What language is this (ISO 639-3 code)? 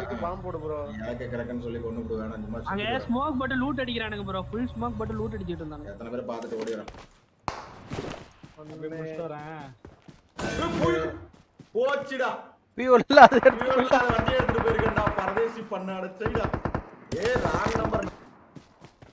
tam